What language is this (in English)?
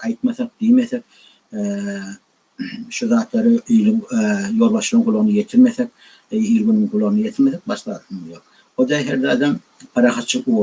Turkmen